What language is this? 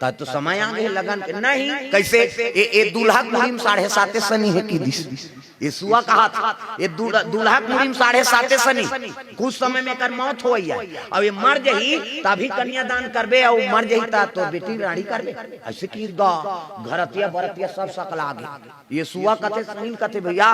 Chhattisgarhi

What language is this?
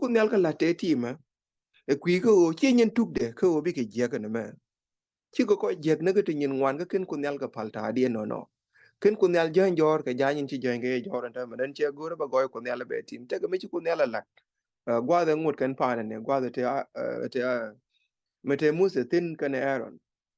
Nuer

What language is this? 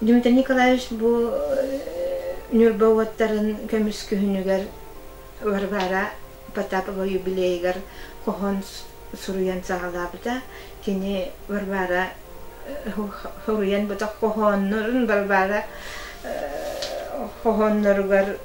Yakut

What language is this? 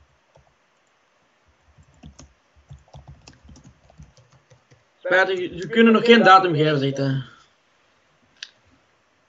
Dutch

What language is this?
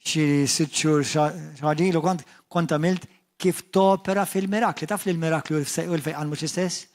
Maltese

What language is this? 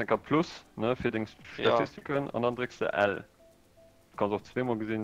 Luxembourgish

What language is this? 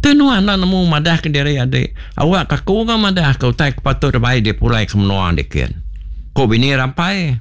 Iban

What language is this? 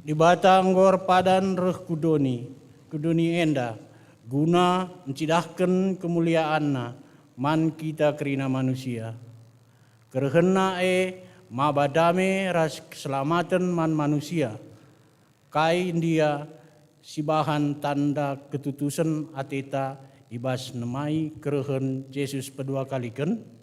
Batak Karo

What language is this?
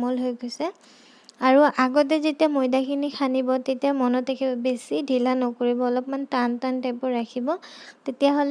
Assamese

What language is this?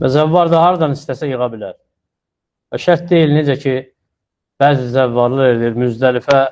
Azerbaijani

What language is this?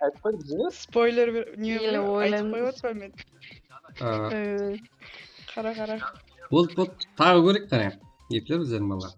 Kara-Kalpak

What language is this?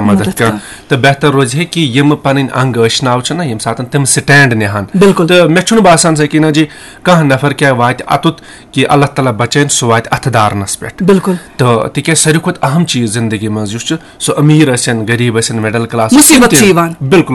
Kashmiri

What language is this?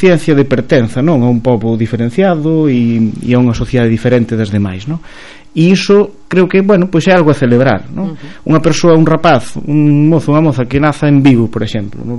Galician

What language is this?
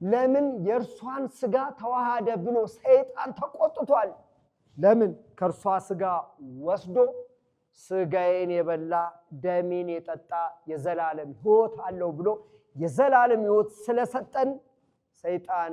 Amharic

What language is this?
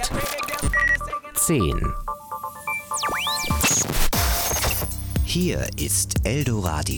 German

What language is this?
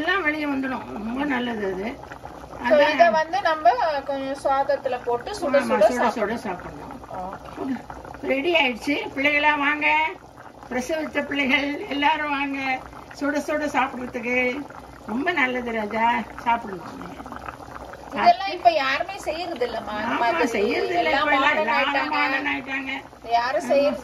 Tamil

